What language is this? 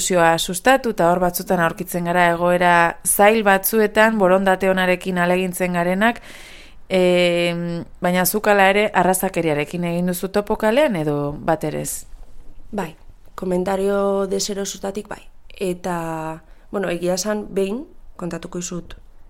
Basque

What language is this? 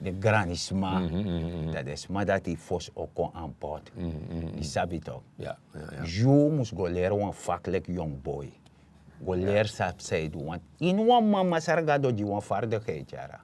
Sranan Tongo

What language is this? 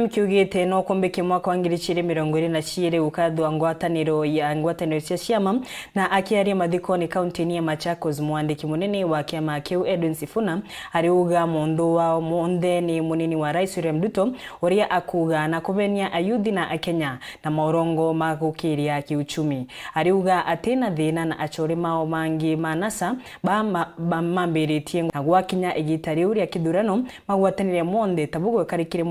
Meru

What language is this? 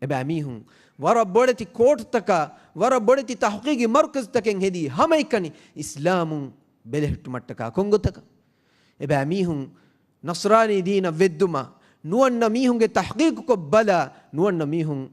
Divehi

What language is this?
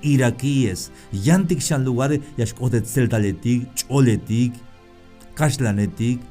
Tzeltal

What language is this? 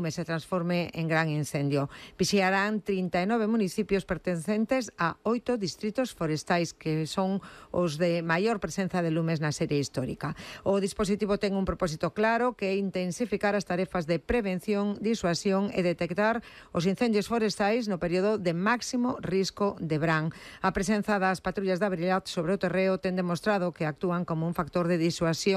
Galician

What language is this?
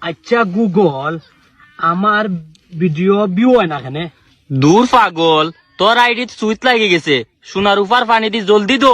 Sylheti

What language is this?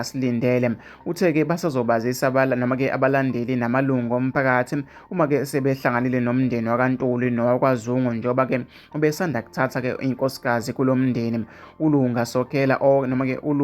Zulu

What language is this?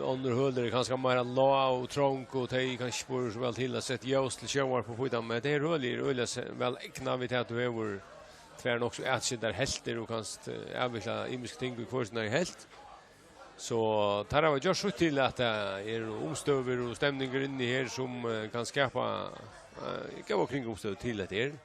Faroese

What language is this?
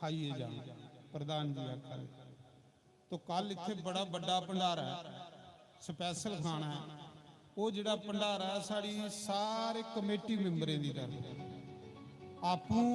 Dogri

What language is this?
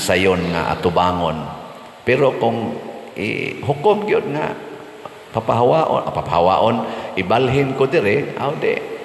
Cebuano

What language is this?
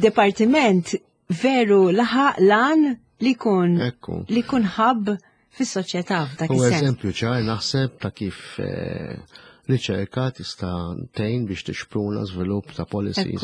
Maltese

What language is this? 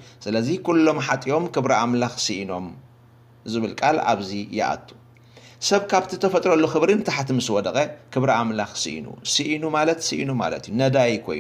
Tigrinya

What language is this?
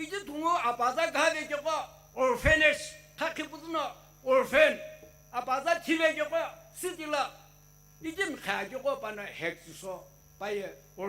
Sumi Naga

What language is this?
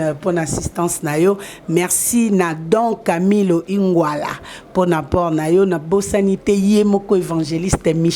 Lingala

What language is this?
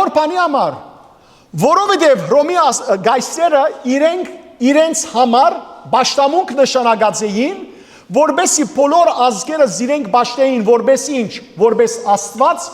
Western Armenian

